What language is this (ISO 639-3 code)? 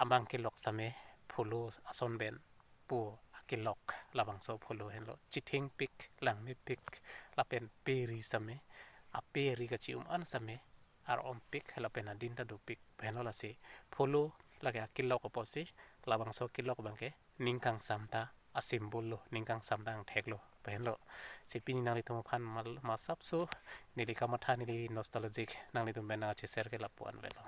mjw